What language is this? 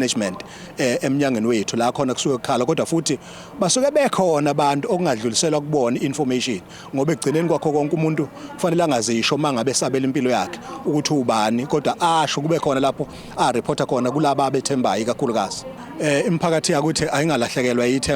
Zulu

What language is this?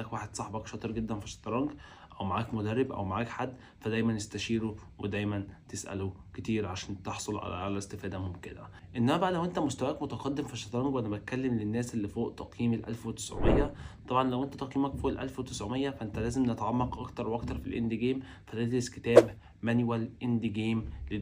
Egyptian Arabic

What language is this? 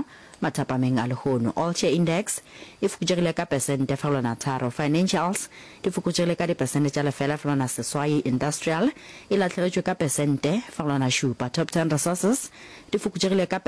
Northern Sotho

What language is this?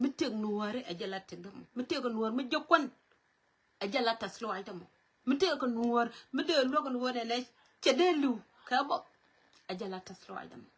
Nuer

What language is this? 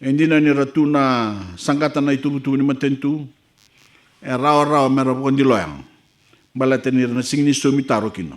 Fijian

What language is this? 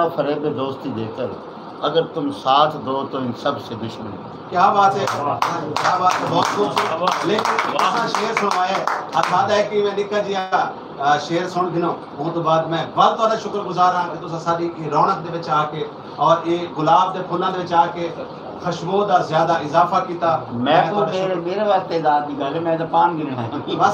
Saraiki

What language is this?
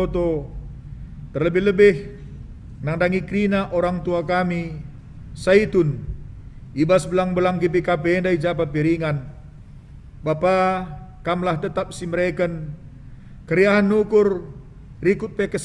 Batak Karo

